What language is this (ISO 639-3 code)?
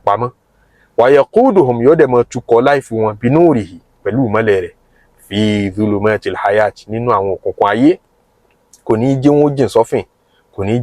yor